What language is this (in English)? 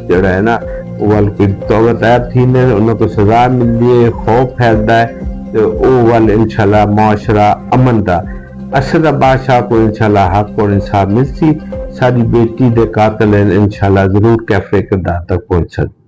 Saraiki